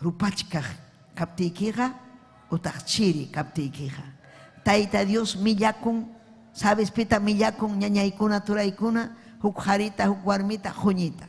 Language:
Ayacucho Quechua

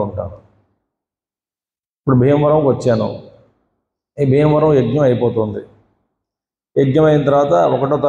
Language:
Telugu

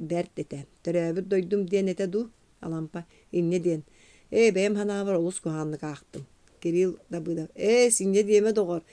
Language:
Yakut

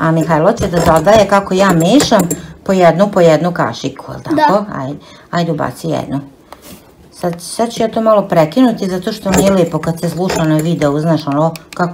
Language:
Serbian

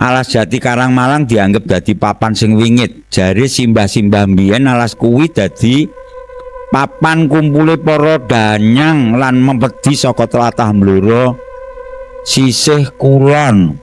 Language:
Javanese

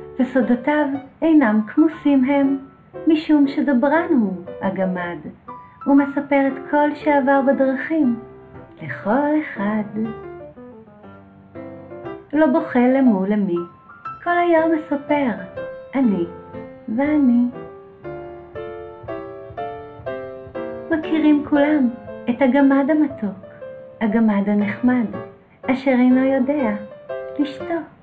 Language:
Hebrew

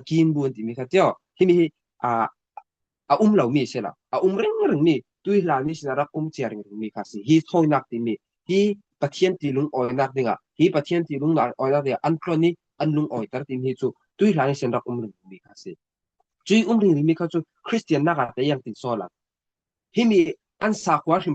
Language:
Falam Chin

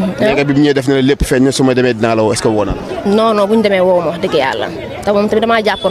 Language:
Wolof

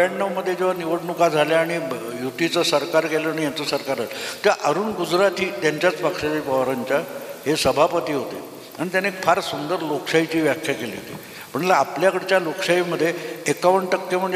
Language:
Marathi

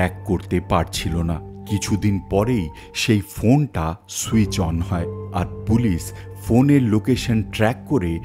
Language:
Bangla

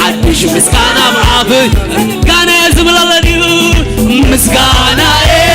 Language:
Tigrinya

